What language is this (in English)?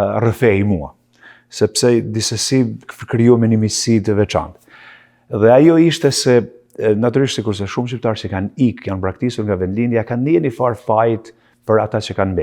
Albanian